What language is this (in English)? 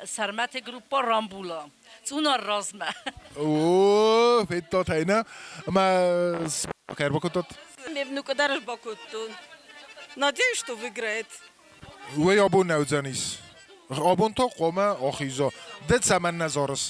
Ossetic